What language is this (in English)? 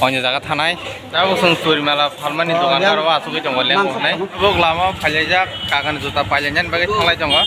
Kok Borok